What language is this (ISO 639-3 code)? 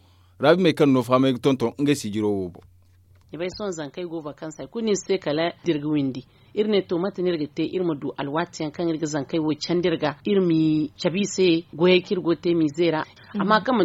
dje